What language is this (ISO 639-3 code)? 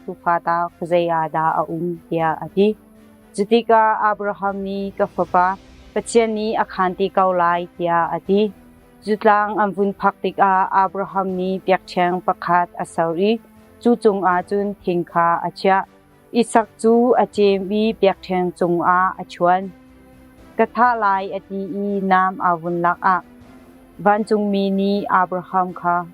cnh